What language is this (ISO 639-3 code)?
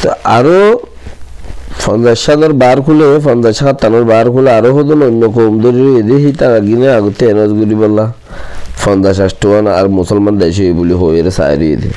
rhg